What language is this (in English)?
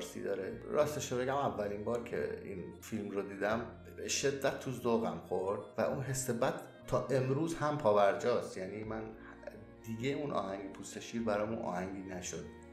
Persian